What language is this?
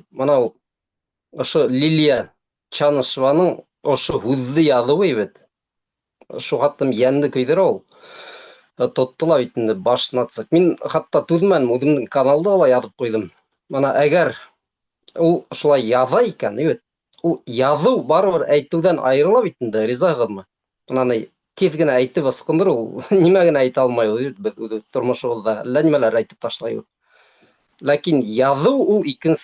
Bashkir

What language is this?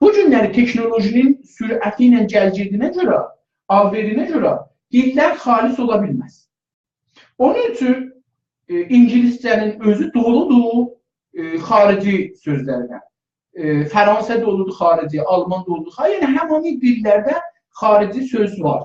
South Azerbaijani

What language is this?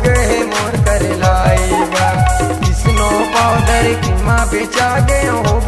Chhattisgarhi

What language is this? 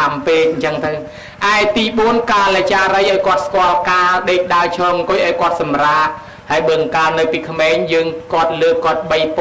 Khmer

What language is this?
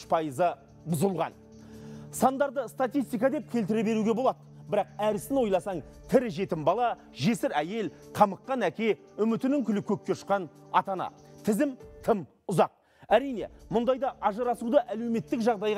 Kazakh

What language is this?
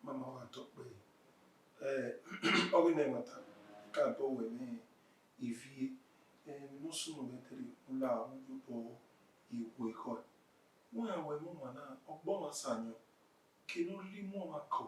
Bini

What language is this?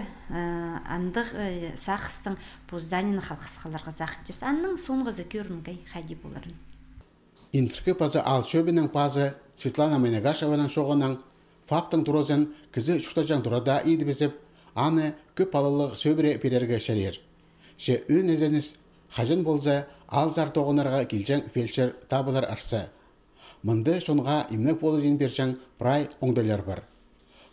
Khakas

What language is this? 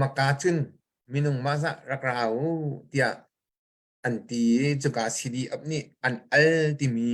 Hakha Chin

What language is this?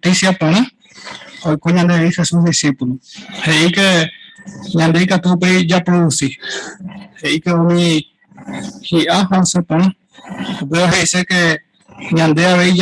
Guarani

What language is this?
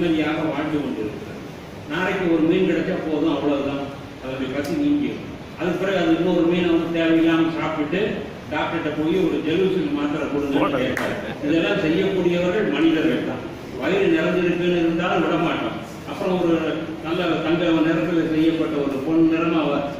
Tamil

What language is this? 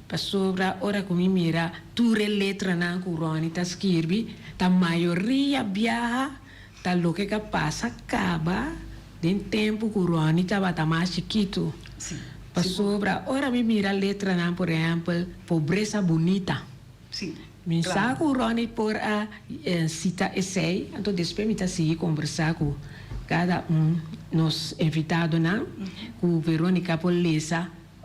Papiamento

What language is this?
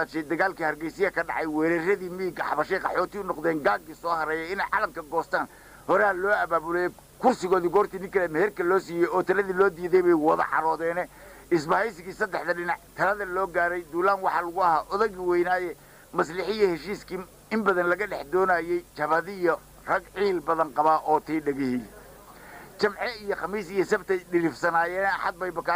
Somali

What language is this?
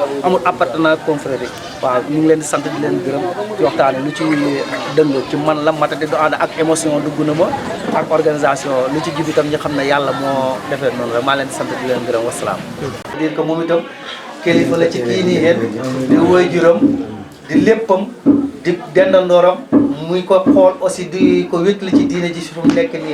Wolof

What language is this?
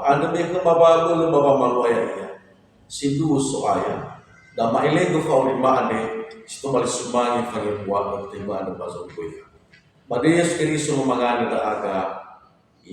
Nias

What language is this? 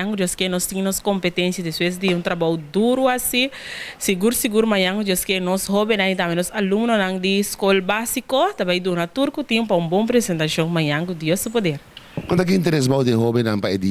Papiamento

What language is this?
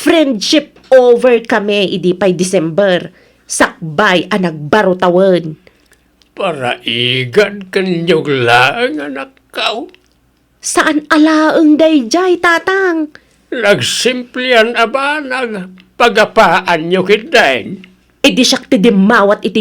Iloko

